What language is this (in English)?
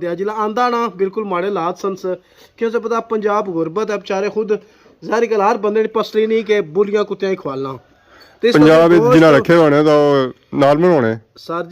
Pahari-Potwari